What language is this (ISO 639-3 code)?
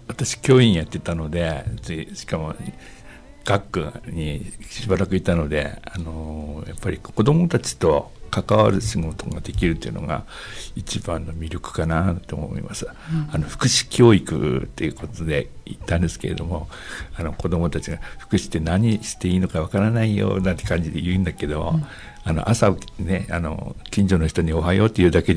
jpn